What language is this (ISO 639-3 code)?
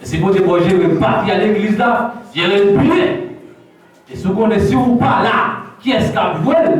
hat